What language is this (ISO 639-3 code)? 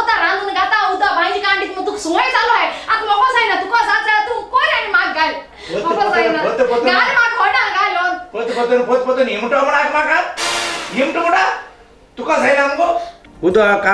kok